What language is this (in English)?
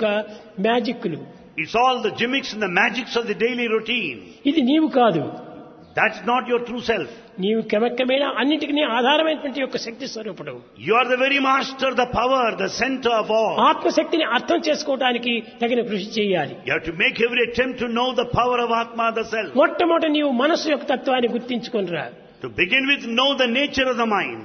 Telugu